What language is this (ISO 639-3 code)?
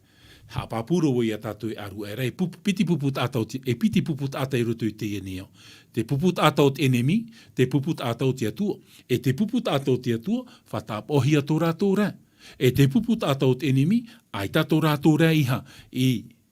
tah